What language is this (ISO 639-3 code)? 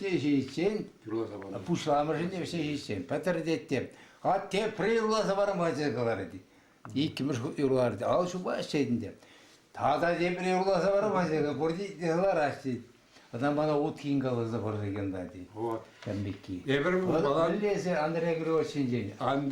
chv